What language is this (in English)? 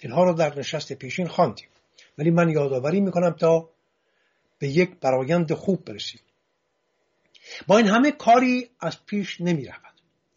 Persian